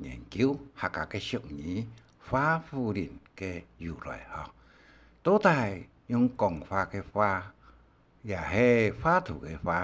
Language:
Hakka Chinese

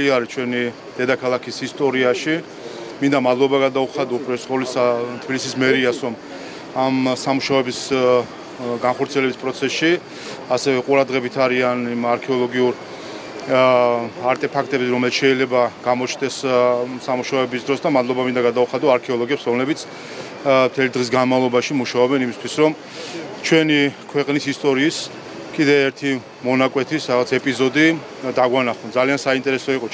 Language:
Georgian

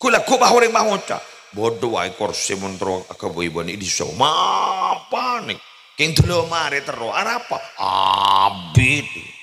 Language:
Madurese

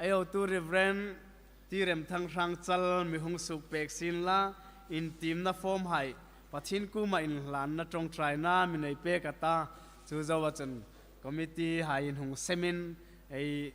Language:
Hmar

